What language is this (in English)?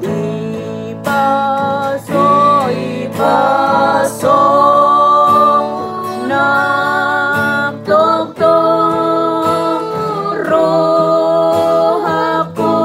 Batak Toba